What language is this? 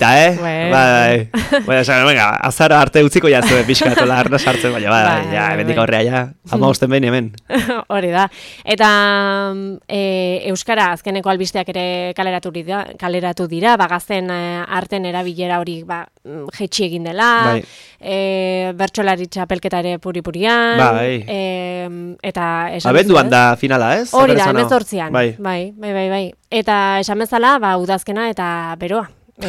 Basque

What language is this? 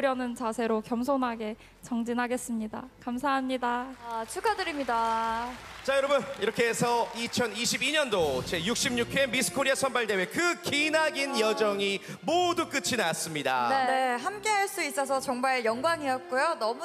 Korean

